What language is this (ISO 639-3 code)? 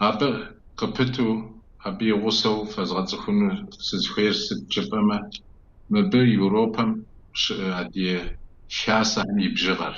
kbd